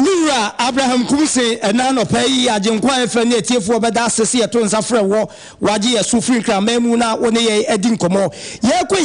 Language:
Akan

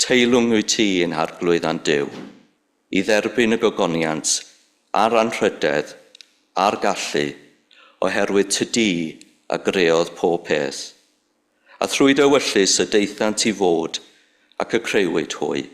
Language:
Welsh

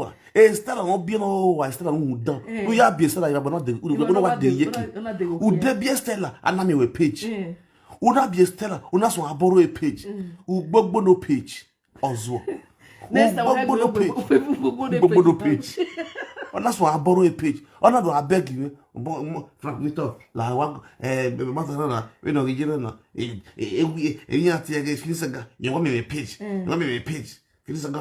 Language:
Nigerian Pidgin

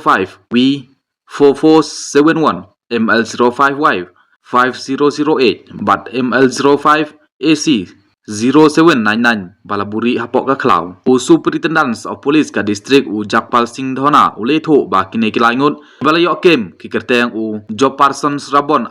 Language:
Khasi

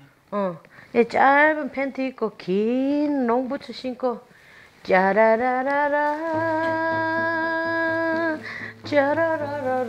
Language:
Korean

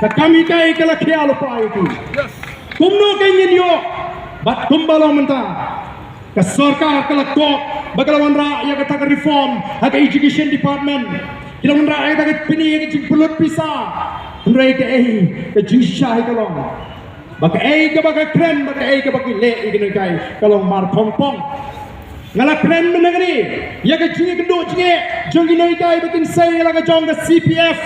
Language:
Khasi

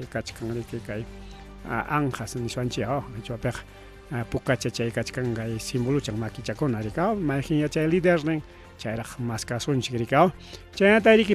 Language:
Ayacucho Quechua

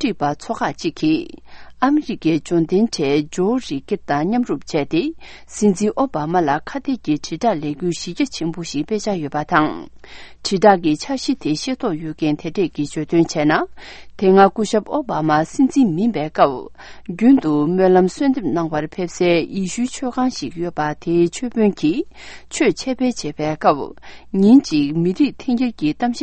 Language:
Tibetan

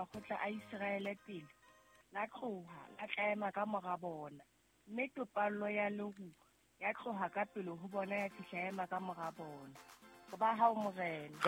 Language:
Southern Sotho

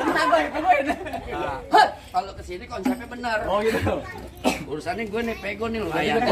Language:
Betawi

